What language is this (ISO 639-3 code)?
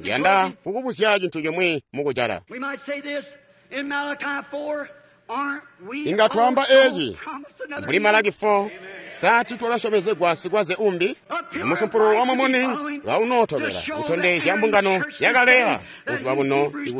toi